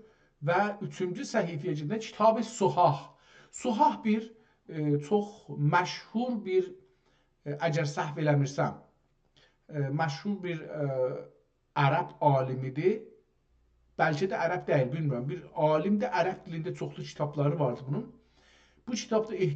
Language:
South Azerbaijani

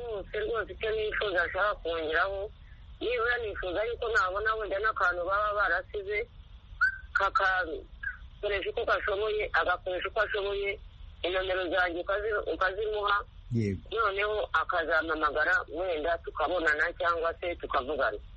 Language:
Kinyarwanda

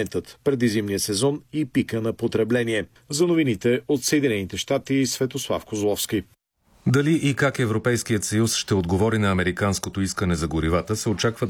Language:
Bulgarian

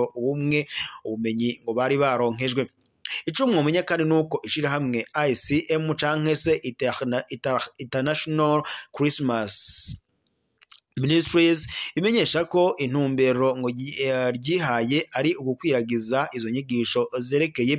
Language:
Rundi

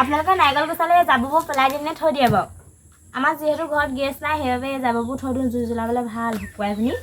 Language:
Assamese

